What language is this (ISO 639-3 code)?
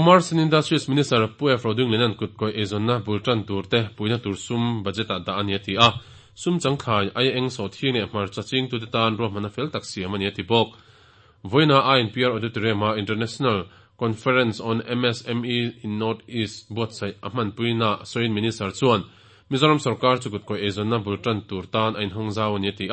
lus